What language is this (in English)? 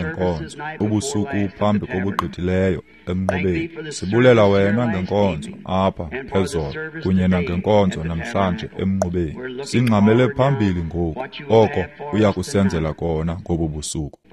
Xhosa